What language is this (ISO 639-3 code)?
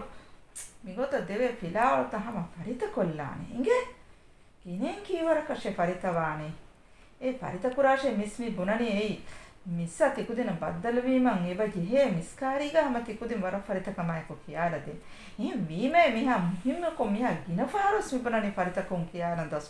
div